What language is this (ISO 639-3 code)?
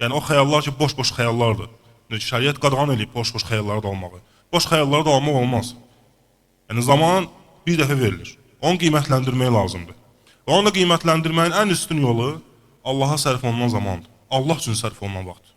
aze